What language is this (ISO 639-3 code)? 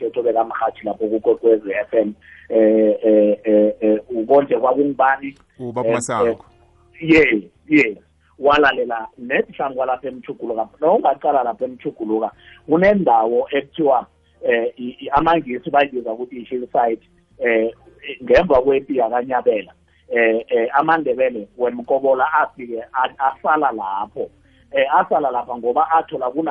nbl